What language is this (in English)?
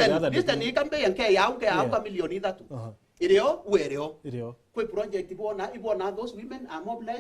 Meru